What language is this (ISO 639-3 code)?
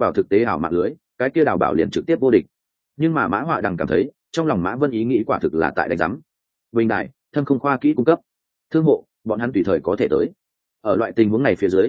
vie